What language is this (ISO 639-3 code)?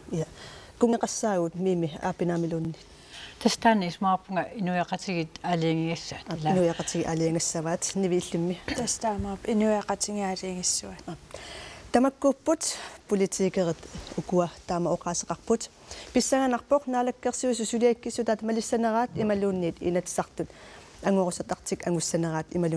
kal